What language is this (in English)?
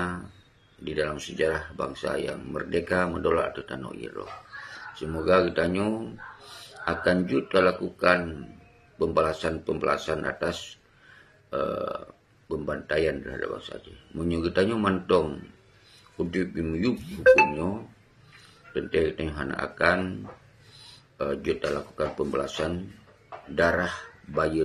Achinese